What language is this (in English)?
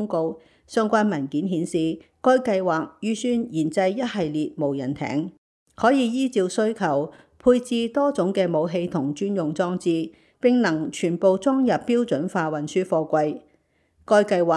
Cantonese